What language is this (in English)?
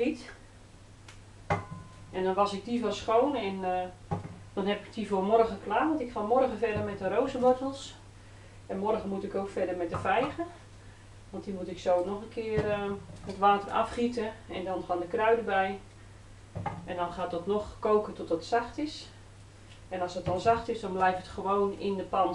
Dutch